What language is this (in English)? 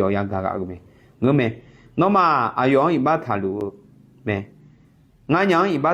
Akha